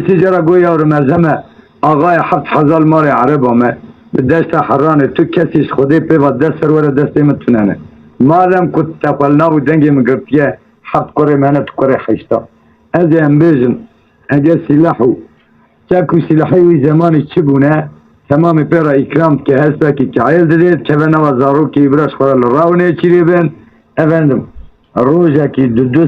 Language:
Kurdish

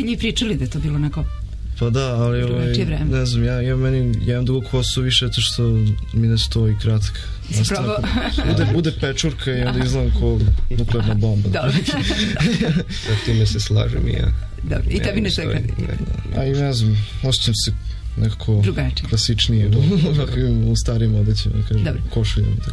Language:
Serbian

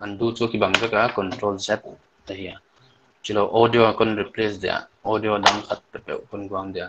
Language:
Paite Chin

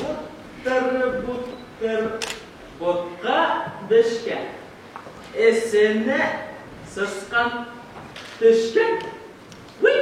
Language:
Bashkir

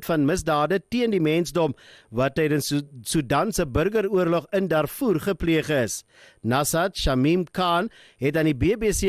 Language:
Afrikaans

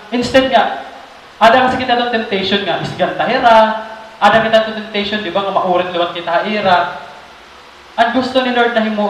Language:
Waray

